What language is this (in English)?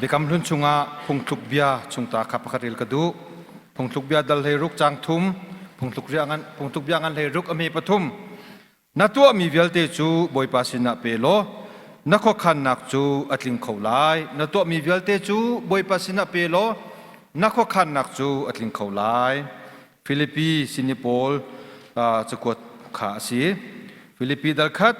Hakha Chin